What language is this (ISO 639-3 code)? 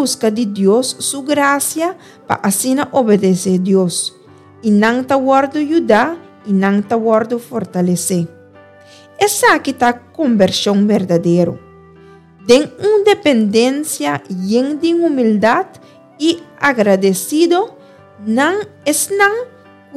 pap